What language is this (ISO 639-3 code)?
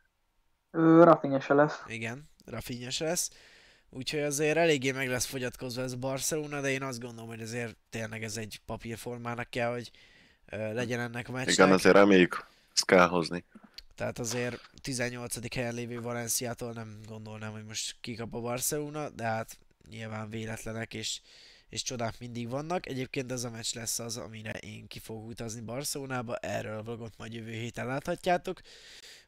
hun